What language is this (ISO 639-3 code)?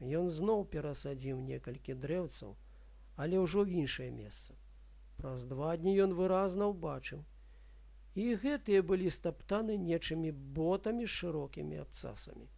bel